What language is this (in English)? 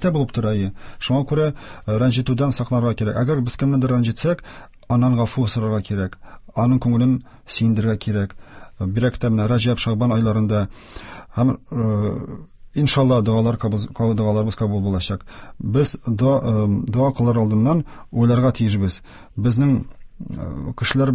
Tatar